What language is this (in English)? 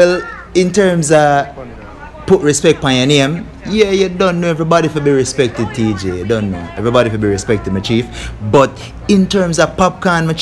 Jamaican Creole English